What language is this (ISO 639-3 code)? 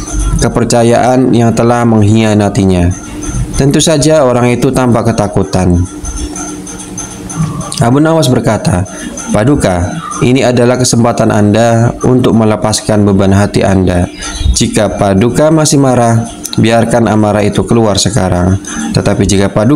ind